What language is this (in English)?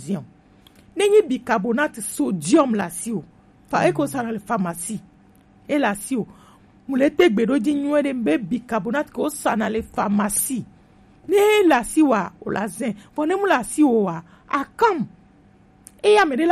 Gen